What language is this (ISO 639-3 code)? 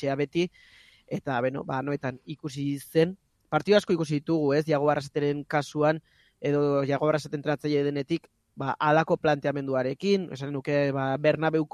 eus